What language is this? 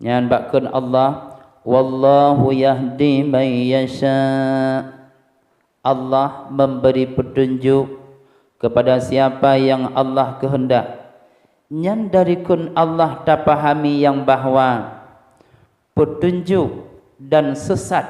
Achinese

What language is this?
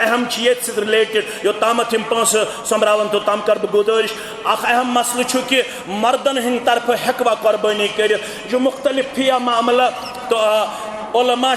Kashmiri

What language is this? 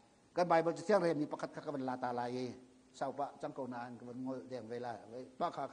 Hakha Chin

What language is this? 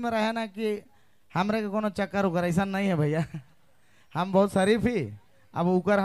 Sadri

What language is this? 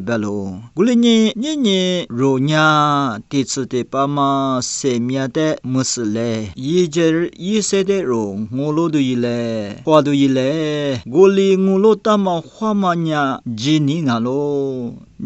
Lisu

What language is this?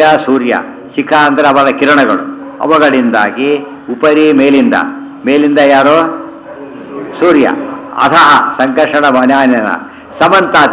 Kannada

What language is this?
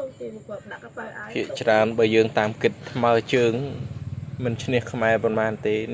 Khmer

